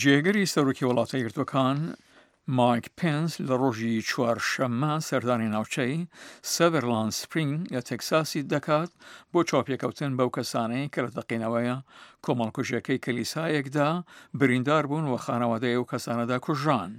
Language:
Central Kurdish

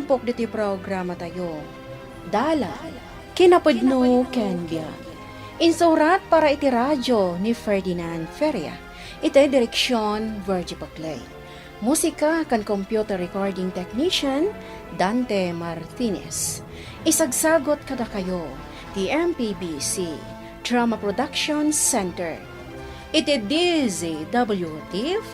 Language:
Iloko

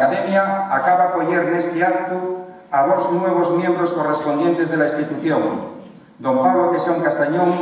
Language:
Asturian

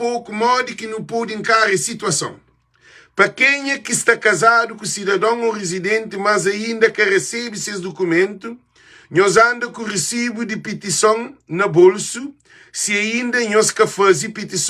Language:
Kabuverdianu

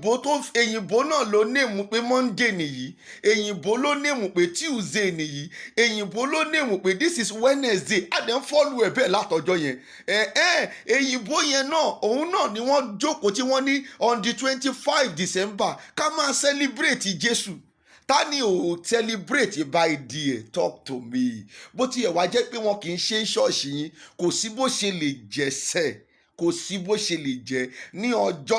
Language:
Yoruba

